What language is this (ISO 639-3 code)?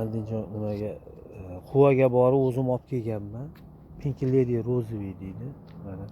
uzb